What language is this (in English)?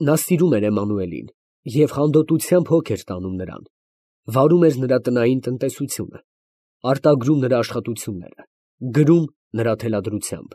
Armenian